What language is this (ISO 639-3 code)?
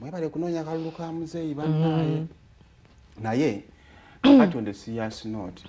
lug